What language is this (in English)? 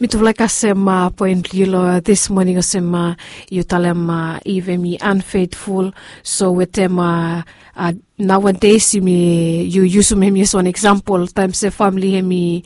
Bislama